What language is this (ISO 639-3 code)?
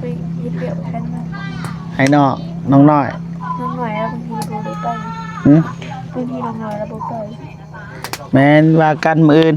lao